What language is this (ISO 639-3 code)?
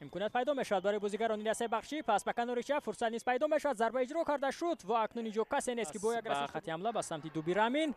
tgk